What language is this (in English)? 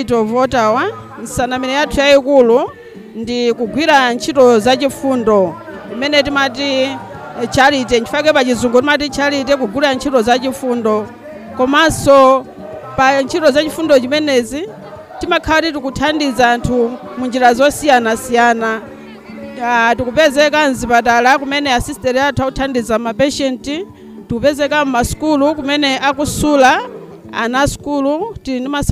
Nyanja